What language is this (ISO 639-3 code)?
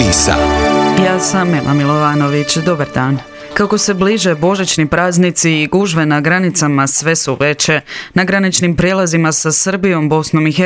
hrv